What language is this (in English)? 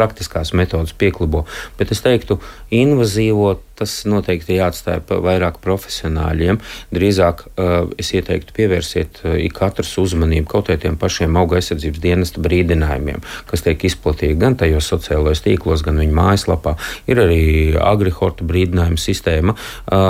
Latvian